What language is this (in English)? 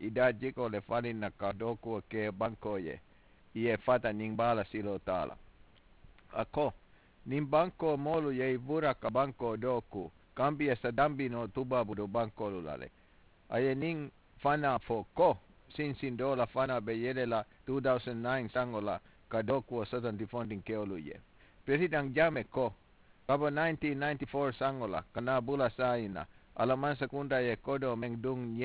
Mandingo